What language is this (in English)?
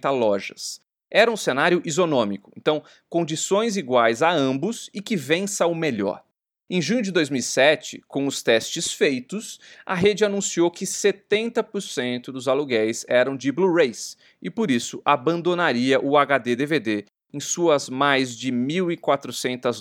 Portuguese